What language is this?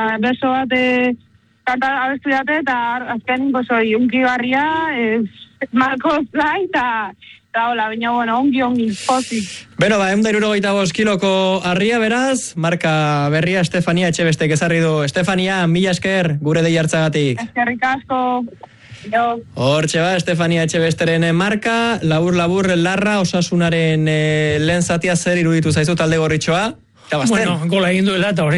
Basque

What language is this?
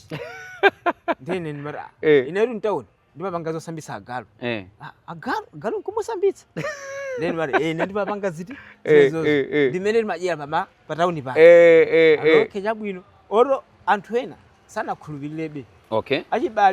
Nyanja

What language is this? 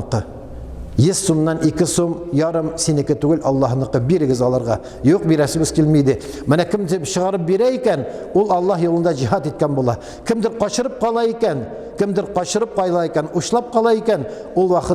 Tatar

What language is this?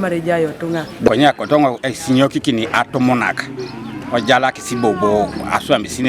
Teso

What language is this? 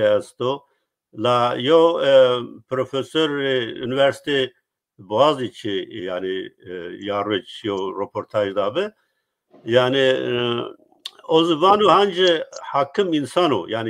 Zaza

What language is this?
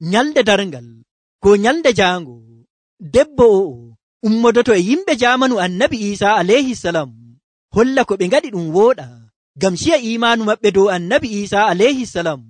Nigerian Fulfulde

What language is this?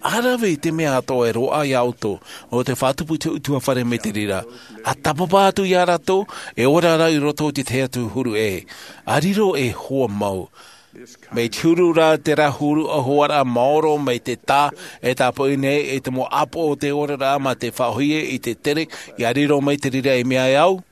Tahitian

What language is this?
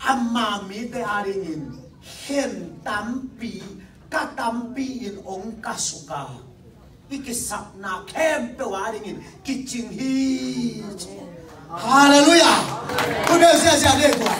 Tedim Chin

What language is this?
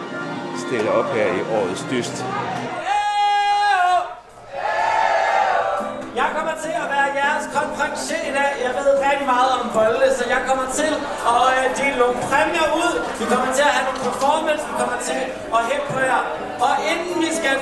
Danish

